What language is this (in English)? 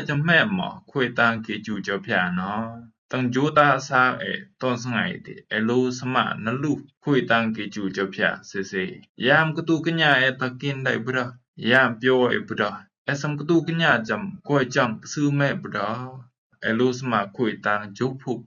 Rumai Palaung